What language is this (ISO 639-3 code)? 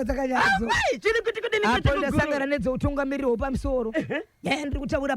sna